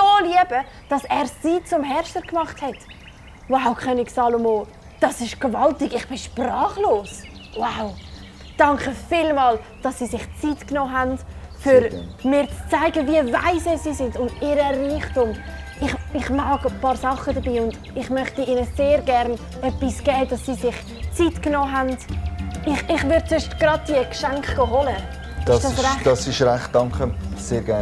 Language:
Swiss German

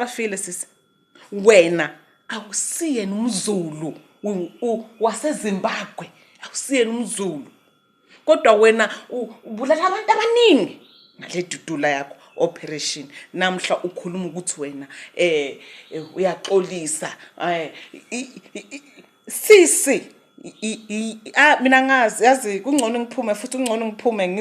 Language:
Zulu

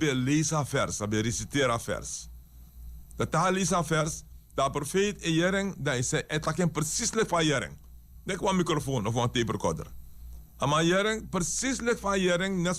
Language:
Sranan Tongo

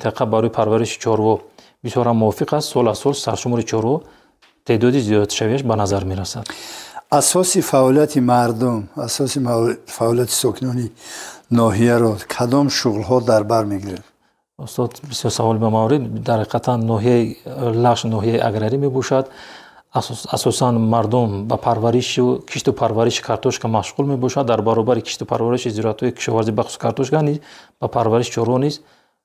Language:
Tajik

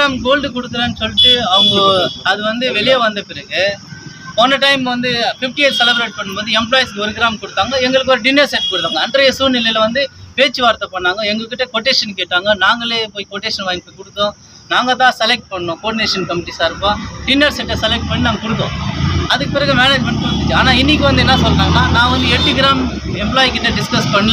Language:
Tamil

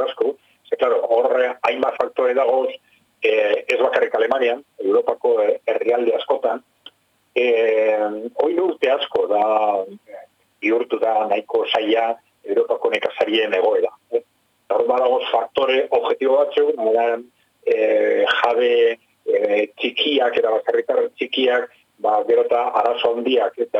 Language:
Basque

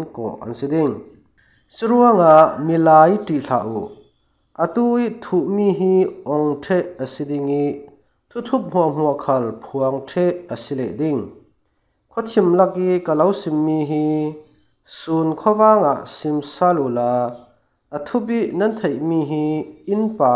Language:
Falam Chin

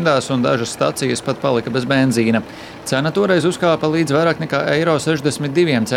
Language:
Latvian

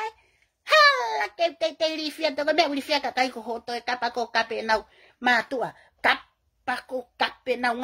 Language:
Tongan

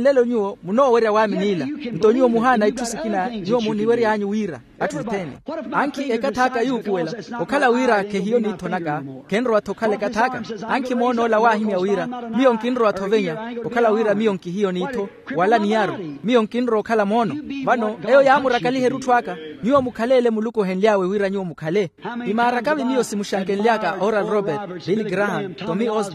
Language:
Makhuwa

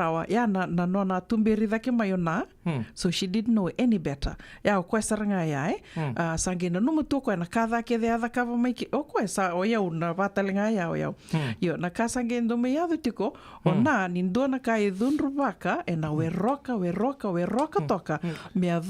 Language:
Fijian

